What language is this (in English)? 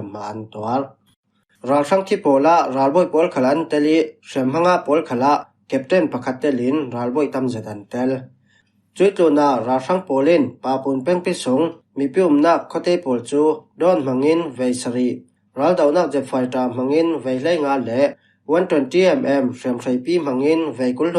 Falam Chin